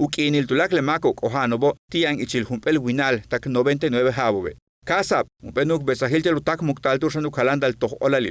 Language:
Yucateco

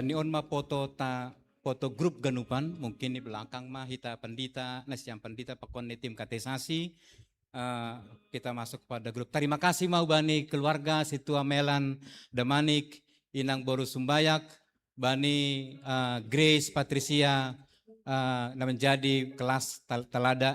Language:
Batak Simalungun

